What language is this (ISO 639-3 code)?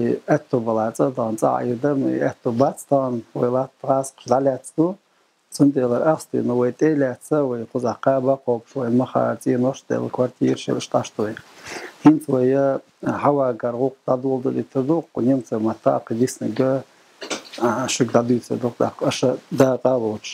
che